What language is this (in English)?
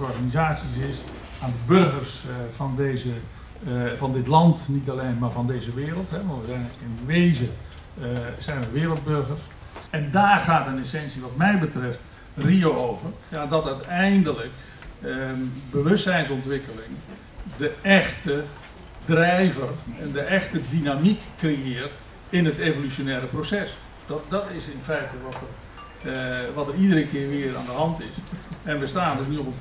Dutch